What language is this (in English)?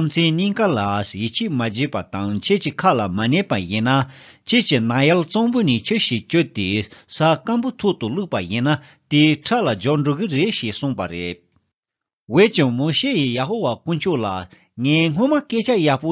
Tibetan